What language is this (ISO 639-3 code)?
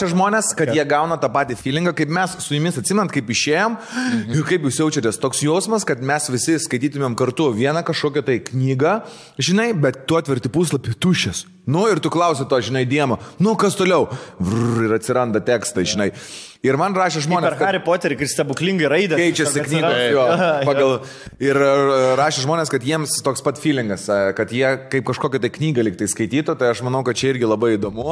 lit